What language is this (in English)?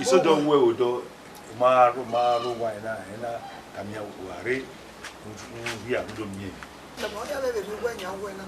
Bini